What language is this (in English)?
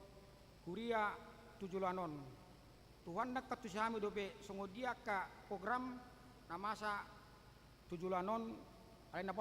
Batak Toba